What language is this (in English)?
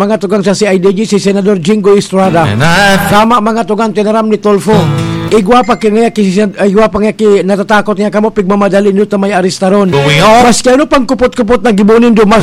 Bikol